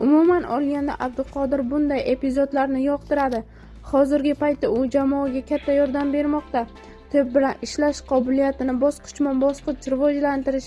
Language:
Uzbek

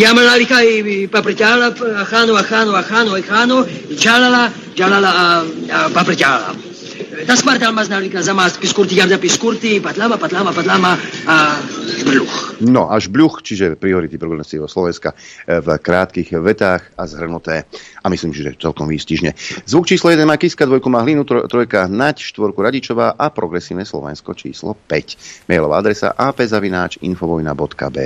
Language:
Slovak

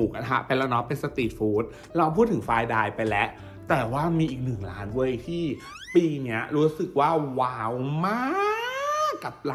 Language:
Thai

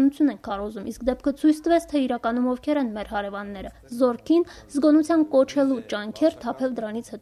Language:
Armenian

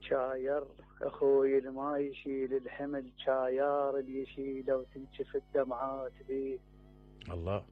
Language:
Mesopotamian Arabic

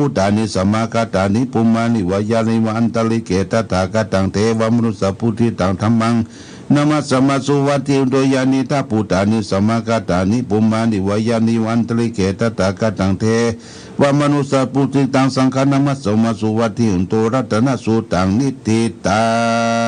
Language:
Pali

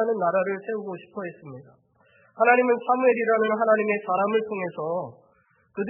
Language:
Korean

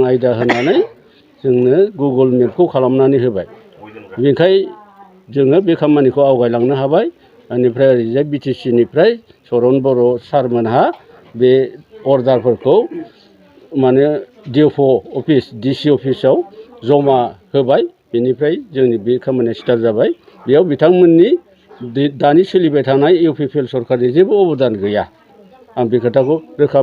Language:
Bodo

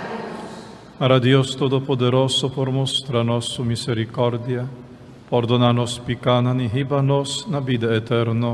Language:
Papiamento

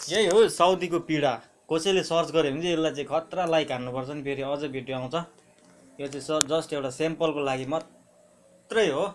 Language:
Nepali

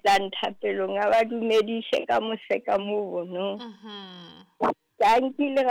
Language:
Southern Sotho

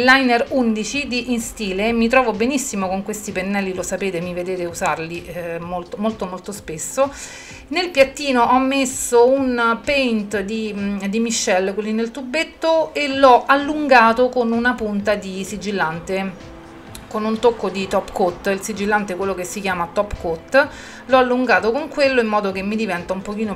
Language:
Italian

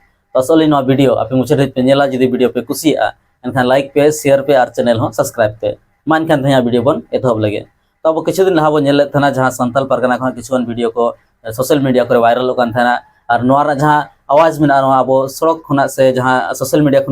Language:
Santali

